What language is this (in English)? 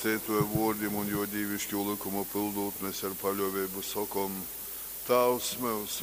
Latgalian